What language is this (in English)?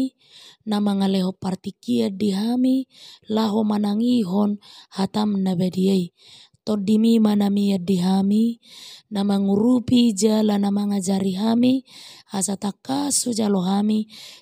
Batak Toba